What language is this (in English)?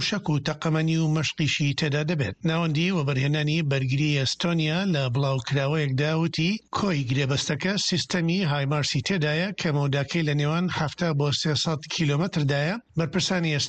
Central Kurdish